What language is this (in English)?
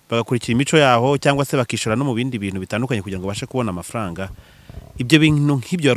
Kinyarwanda